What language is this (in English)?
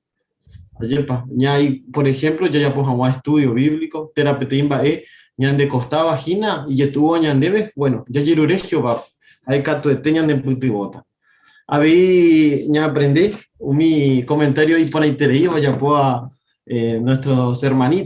Guarani